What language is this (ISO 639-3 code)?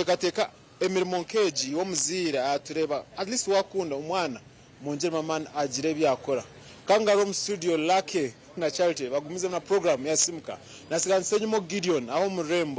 nyn